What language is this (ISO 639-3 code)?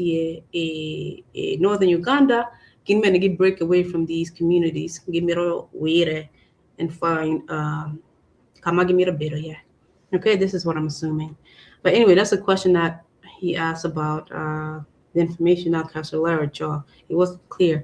ach